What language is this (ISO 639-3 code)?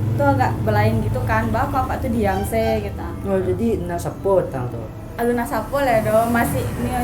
min